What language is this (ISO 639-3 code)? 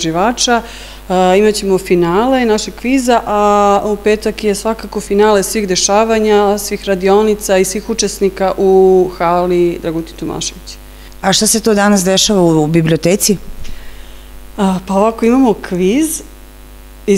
srp